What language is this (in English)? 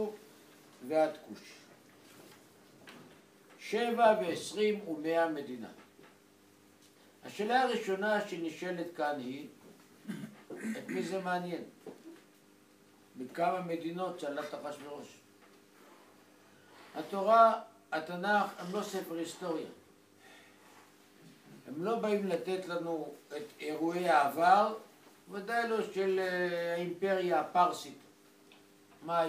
Hebrew